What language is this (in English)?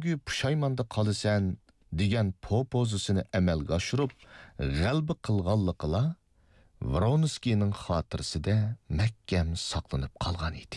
Uyghur